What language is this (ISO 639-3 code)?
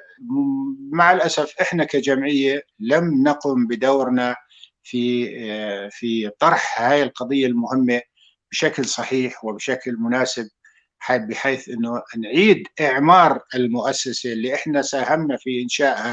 apc